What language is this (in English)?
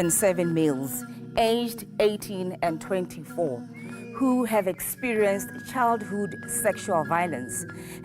Tswana